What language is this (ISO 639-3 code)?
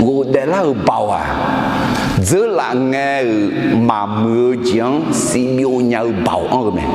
ahk